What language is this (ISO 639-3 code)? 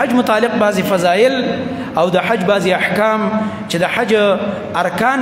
pus